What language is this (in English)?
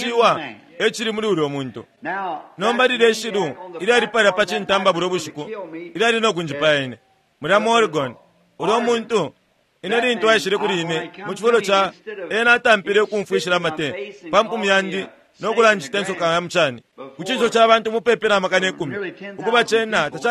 Bemba